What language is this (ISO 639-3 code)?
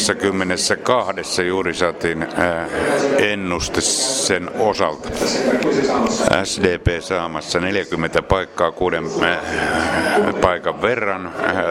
fin